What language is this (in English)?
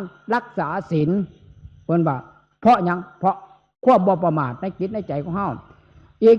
Northeastern Thai